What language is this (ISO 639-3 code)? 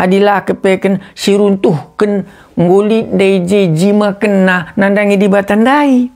btx